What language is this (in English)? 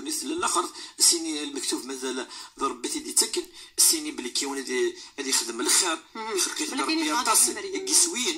Moroccan Arabic